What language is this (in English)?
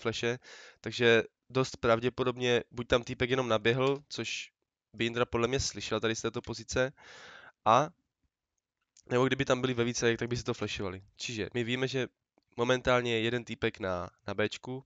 Czech